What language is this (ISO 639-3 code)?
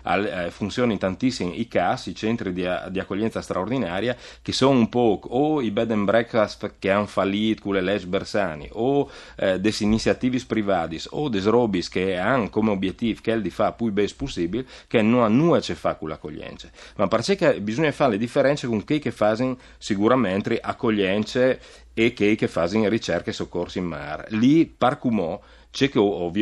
fur